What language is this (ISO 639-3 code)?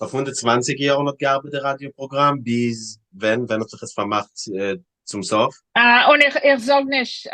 yid